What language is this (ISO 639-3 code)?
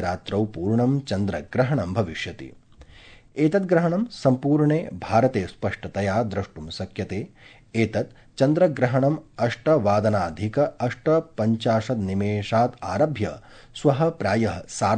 san